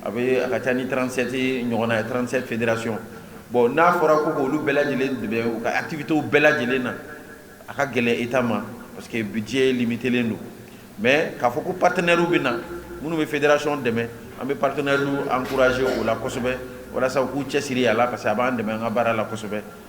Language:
Bambara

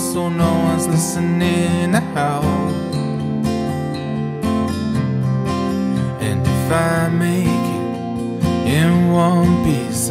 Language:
English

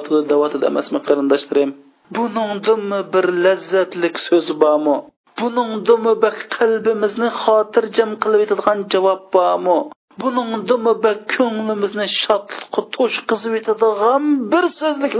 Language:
Uyghur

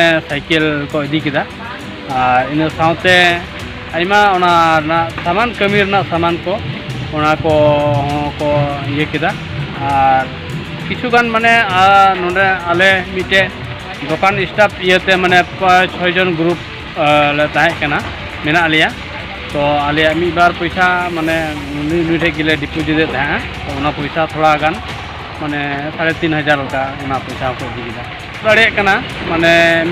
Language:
Santali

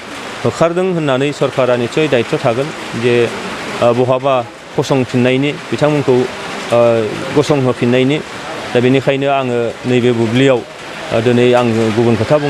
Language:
Bodo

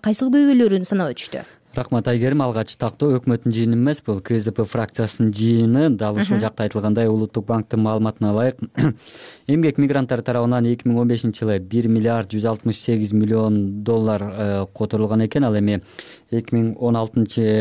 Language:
Kyrgyz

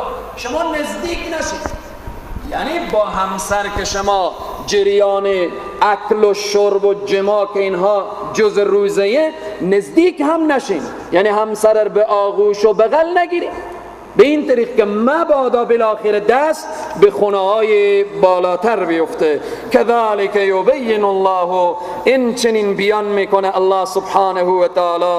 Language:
Persian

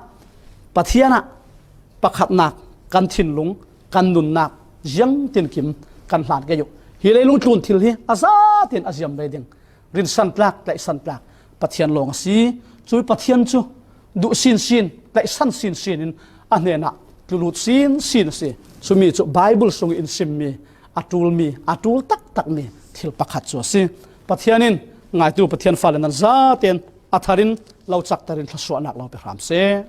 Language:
Falam Chin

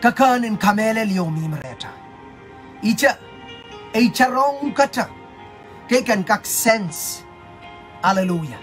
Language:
Pohnpeian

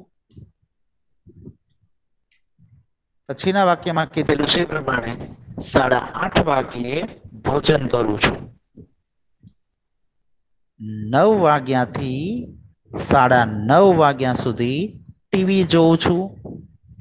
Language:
Gujarati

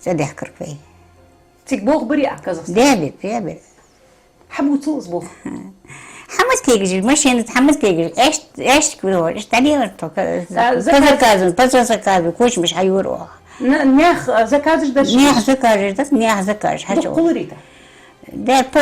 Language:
Ingush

